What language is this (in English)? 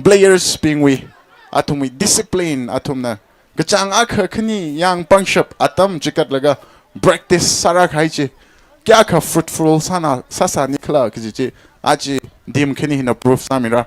Tangkhul Naga (India)